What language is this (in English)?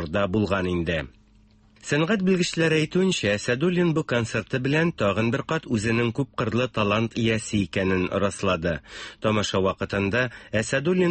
Tatar